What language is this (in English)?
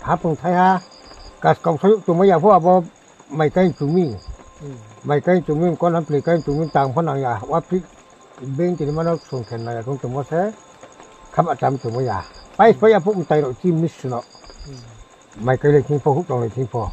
Riang (India)